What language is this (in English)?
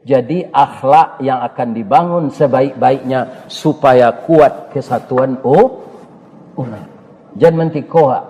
Minangkabau